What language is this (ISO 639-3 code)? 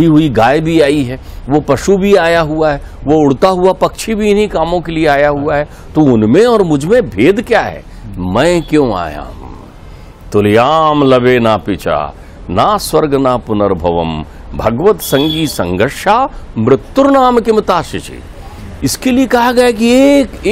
hin